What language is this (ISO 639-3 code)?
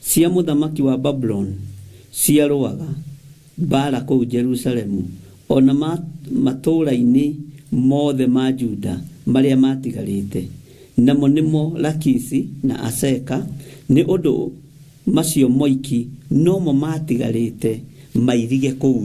kik